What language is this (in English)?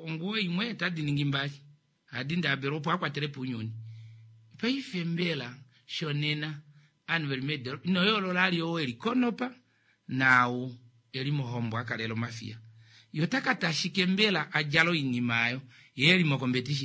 Kuanyama